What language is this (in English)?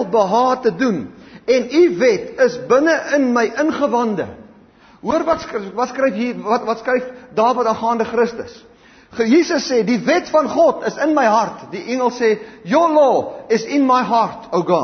Afrikaans